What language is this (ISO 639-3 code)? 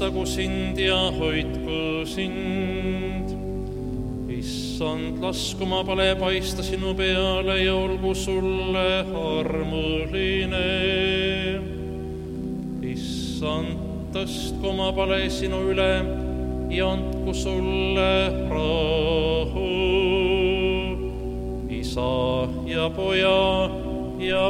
est